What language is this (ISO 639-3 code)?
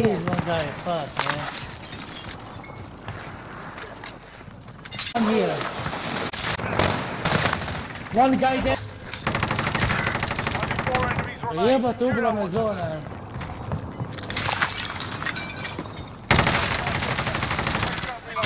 hrv